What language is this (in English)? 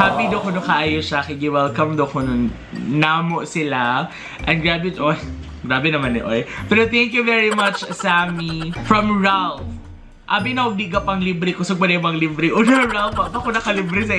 Cebuano